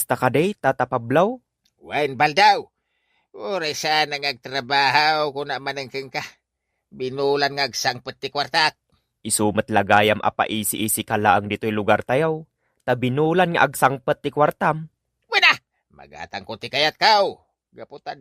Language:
Iloko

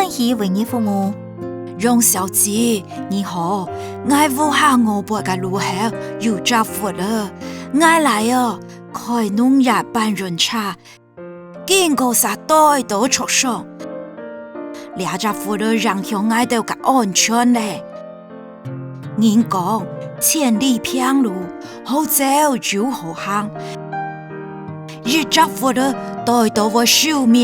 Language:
Hakka Chinese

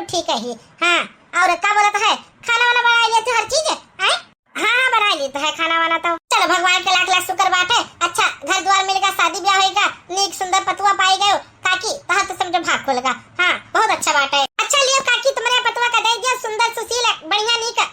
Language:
Awadhi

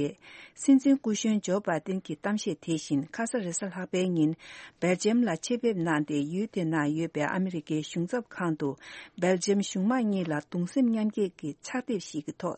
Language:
Tibetan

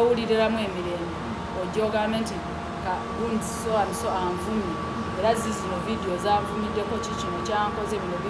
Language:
Ganda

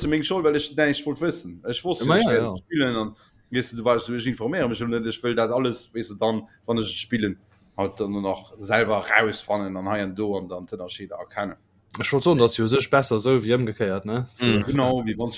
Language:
Luxembourgish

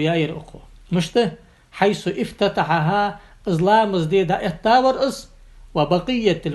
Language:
Ingush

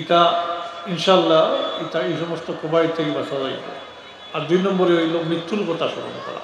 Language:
Sylheti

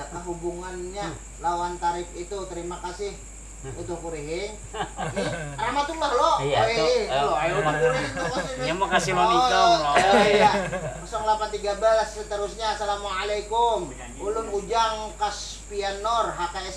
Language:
Banjar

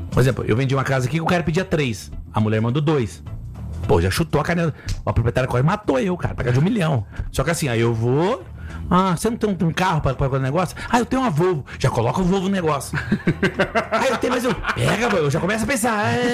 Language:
Portuguese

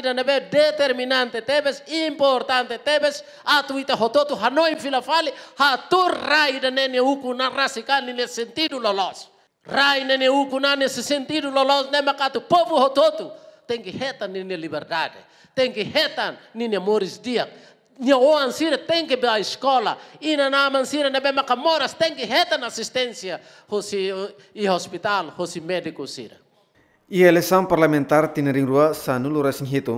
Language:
Tetum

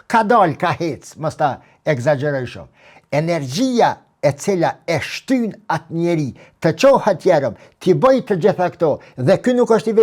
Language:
Albanian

